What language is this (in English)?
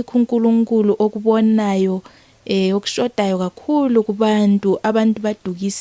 Zulu